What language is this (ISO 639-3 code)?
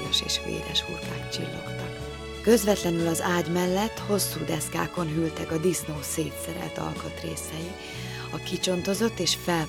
hun